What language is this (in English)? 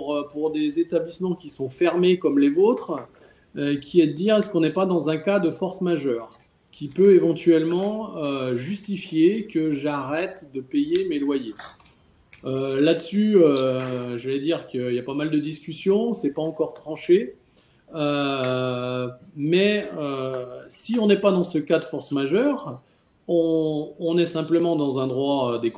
French